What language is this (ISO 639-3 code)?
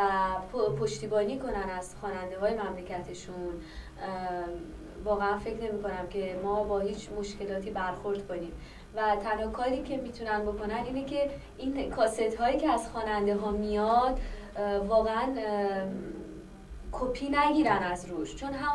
fas